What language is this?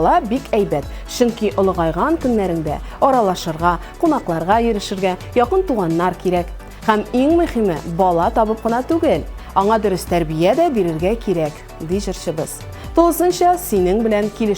Tatar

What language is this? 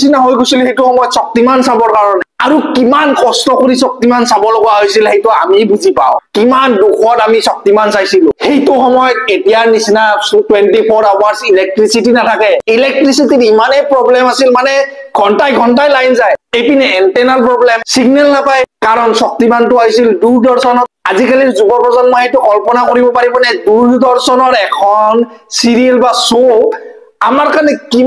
Assamese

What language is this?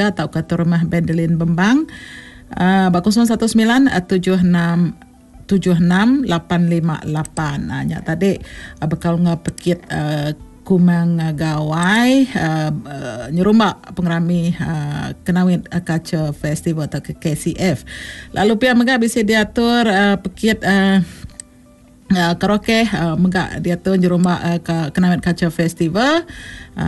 Iban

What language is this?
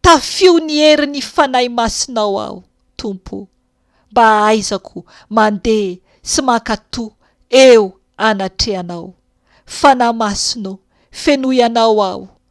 Malagasy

